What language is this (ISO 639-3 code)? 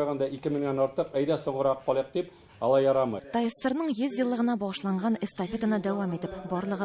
tat